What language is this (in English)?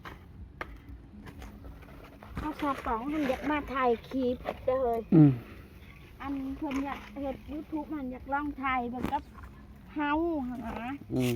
Lao